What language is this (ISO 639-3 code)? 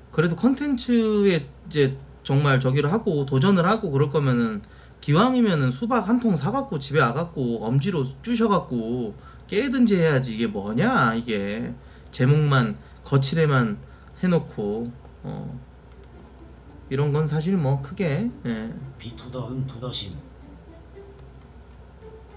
kor